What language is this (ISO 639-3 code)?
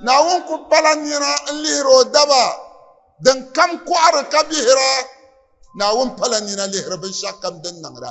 dag